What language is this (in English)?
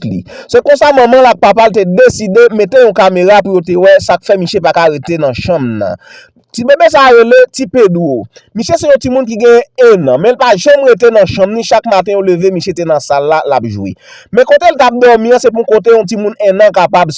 Haitian Creole